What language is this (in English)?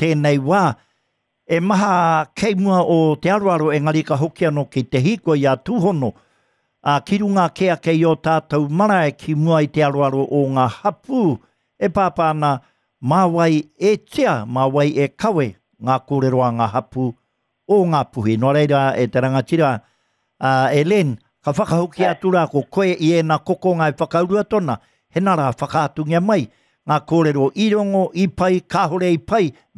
Māori